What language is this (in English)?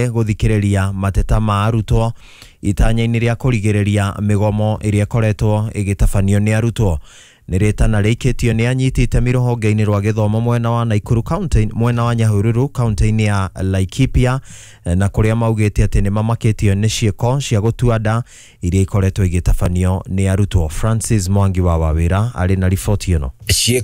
Kikuyu